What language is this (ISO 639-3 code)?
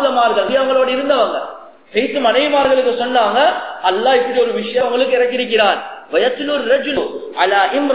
tam